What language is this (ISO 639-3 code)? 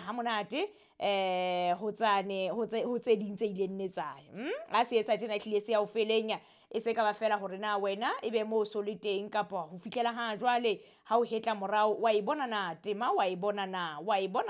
sot